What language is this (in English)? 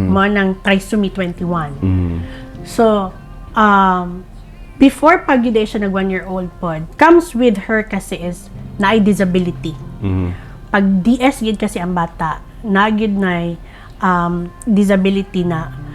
Cebuano